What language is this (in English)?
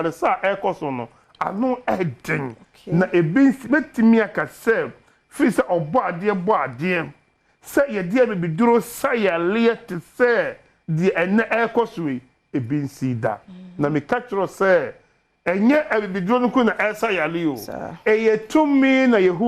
Akan